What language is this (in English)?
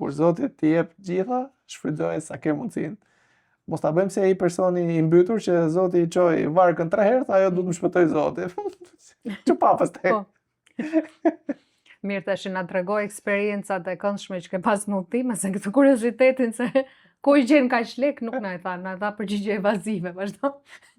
Albanian